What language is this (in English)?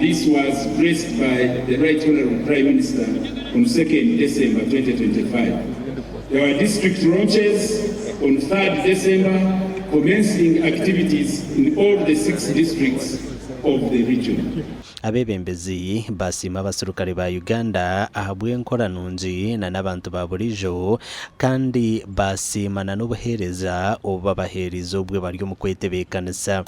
Nyankole